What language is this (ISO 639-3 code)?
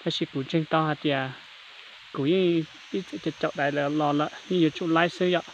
hmn